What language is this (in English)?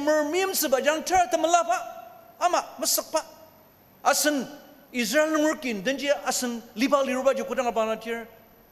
Ao Naga